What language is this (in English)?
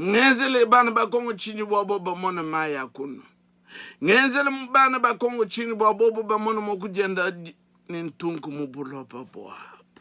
Luba-Lulua